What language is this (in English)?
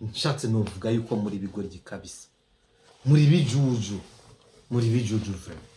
Rundi